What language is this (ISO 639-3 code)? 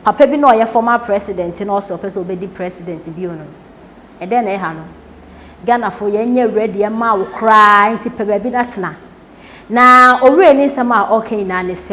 aka